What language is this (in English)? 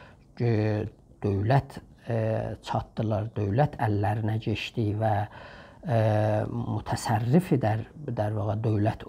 South Azerbaijani